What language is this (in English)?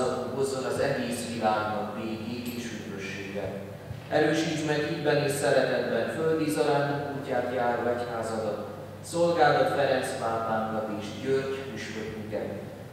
Hungarian